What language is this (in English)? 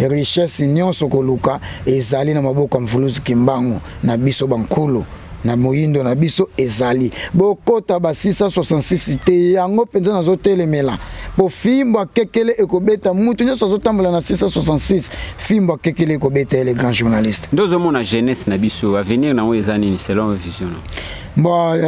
Lingala